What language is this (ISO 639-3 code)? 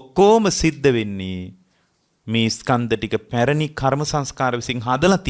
sin